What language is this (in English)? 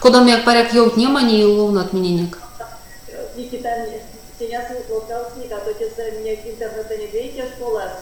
Erzya